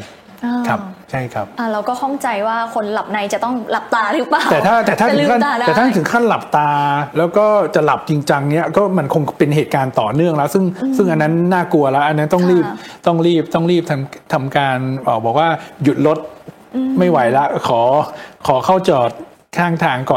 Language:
Thai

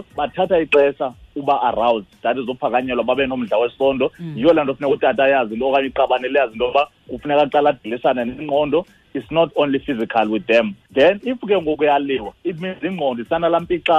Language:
Xhosa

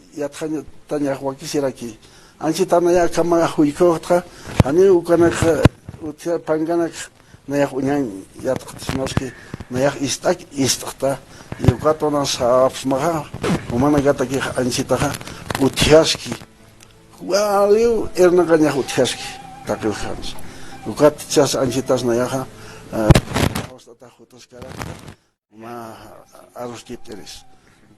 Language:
Aymara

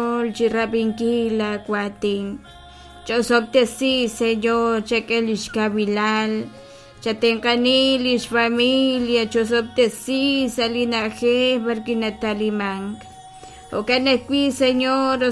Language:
Kekchí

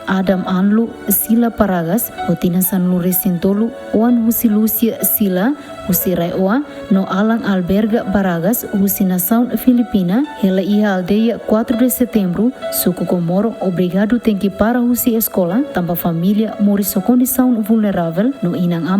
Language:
Tetum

